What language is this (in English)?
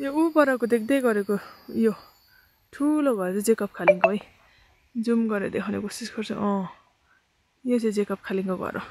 Nepali